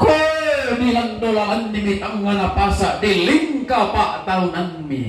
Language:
Toraja-Sa'dan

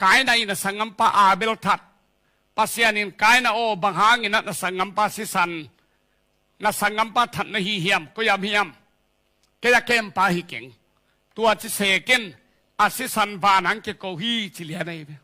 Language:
Tedim Chin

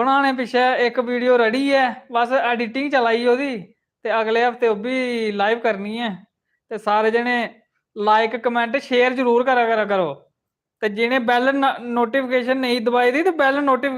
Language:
Dogri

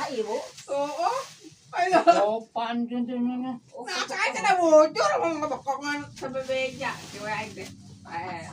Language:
Sundanese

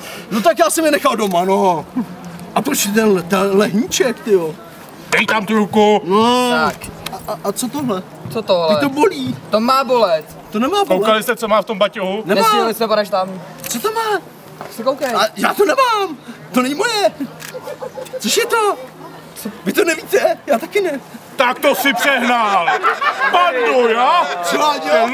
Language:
Czech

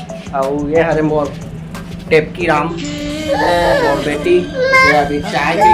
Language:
Chhattisgarhi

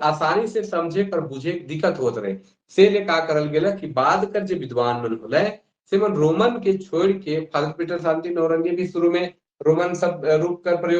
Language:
Sadri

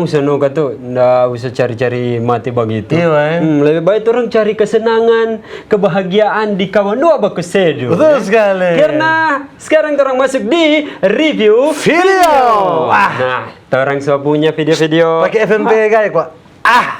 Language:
Manado Malay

